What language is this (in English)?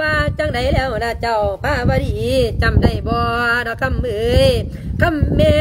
Lao